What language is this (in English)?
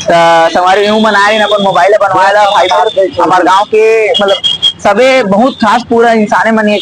Chhattisgarhi